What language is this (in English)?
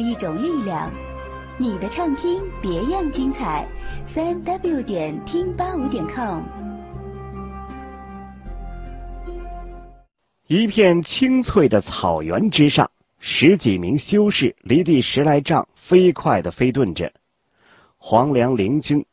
Chinese